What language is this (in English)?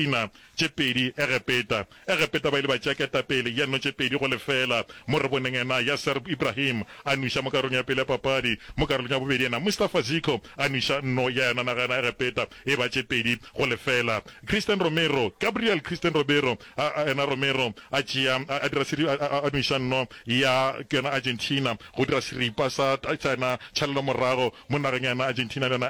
Northern Sotho